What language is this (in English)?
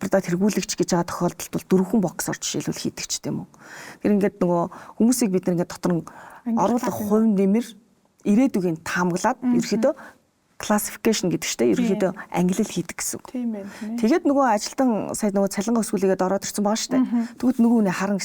Mongolian